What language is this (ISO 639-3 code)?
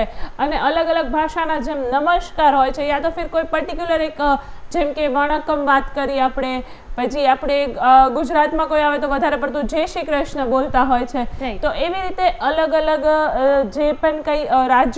guj